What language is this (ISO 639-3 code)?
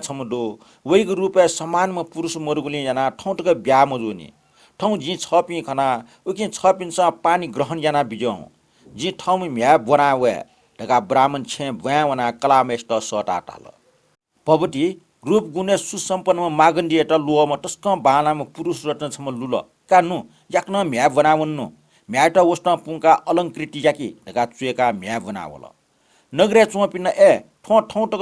new